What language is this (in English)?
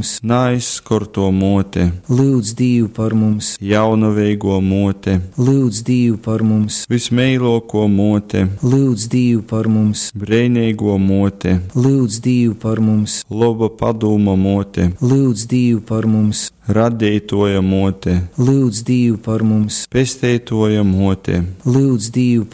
Latgalian